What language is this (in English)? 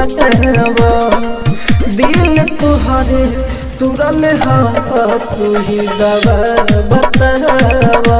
Bhojpuri